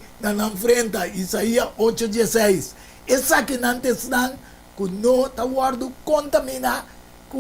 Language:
Papiamento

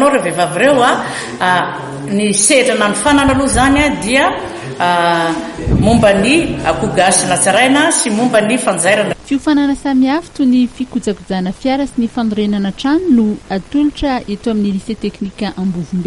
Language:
Malagasy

